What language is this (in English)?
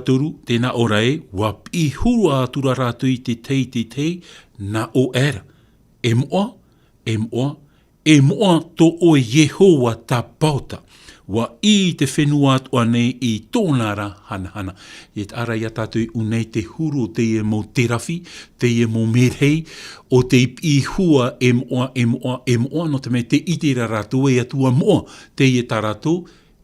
Tahitian